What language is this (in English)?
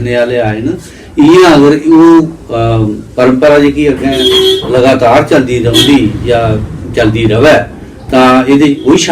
Dogri